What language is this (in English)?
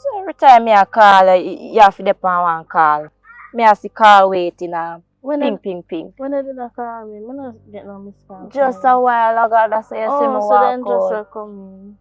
Jamaican Creole English